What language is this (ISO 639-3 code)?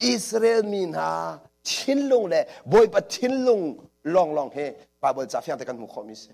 cnh